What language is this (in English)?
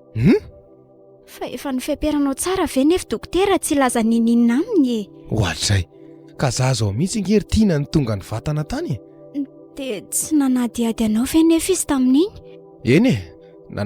Malagasy